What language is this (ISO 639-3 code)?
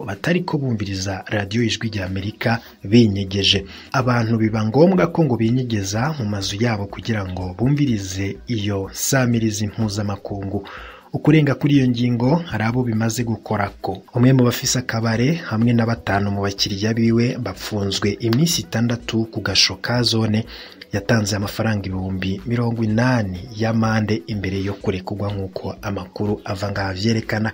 run